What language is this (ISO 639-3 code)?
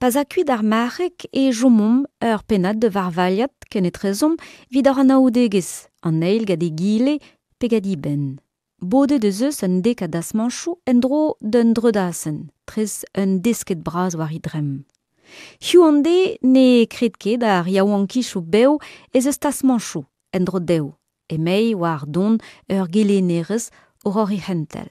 bre